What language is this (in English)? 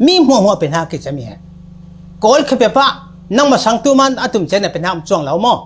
Falam Chin